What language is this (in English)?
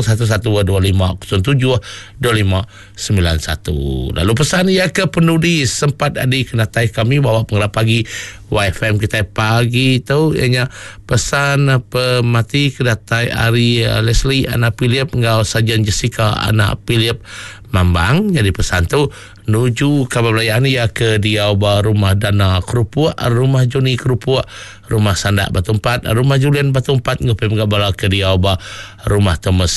Iban